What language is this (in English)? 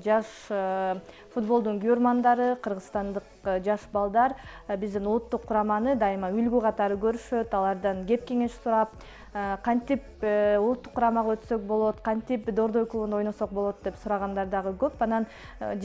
Kyrgyz